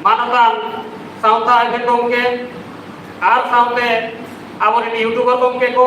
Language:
Santali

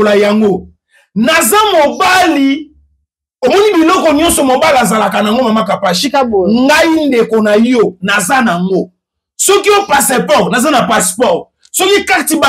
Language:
Lingala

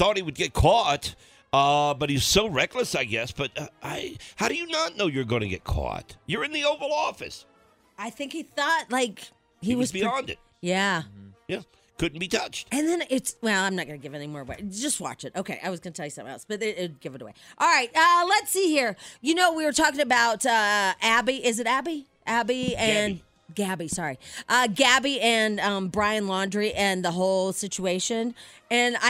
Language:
English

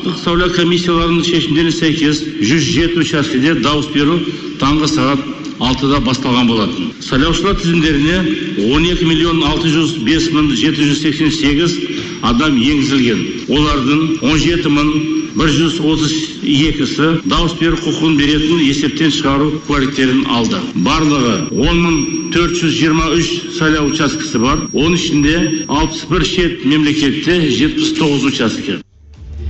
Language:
Kazakh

